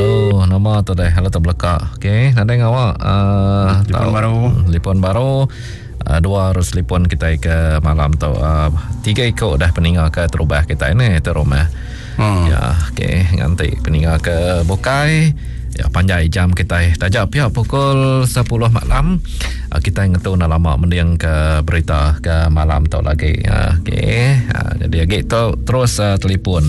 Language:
Iban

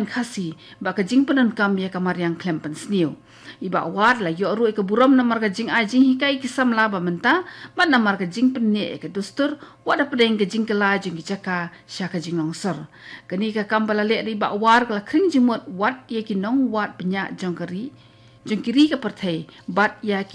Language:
Khasi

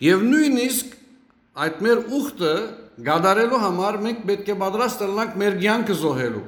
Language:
Western Armenian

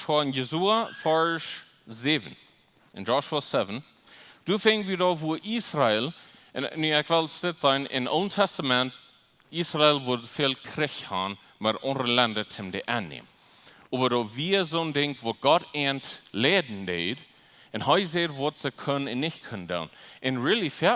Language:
Plautdietsch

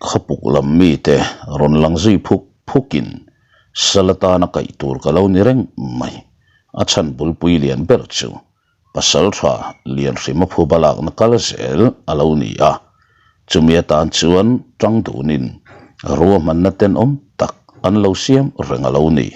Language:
Mizo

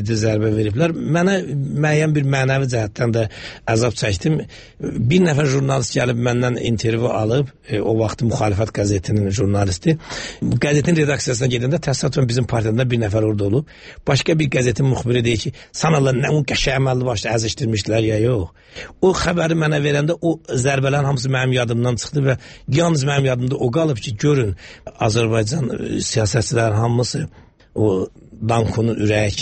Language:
Azerbaijani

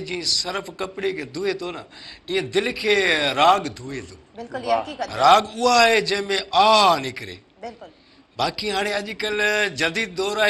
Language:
Sindhi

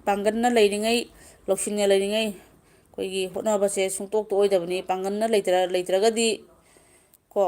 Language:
Manipuri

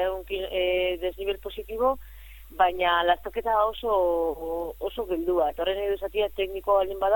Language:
Basque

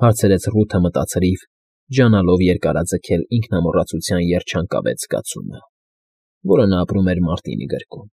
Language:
Armenian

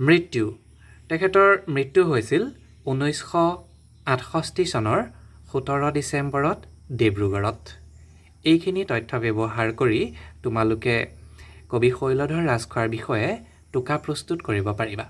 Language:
Assamese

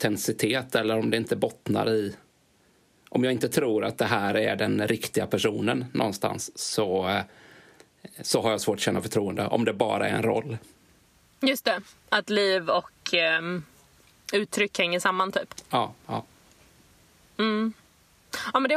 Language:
Swedish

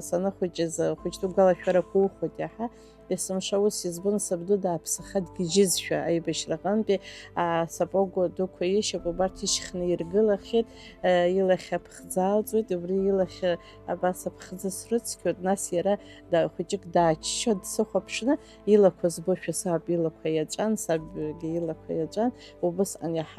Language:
Abkhazian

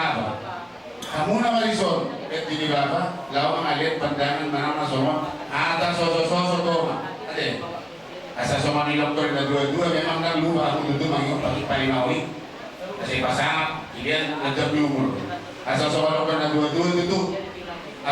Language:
Batak Toba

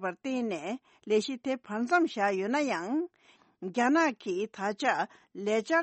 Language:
Tibetan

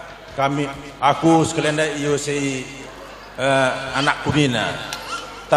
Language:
Batak Karo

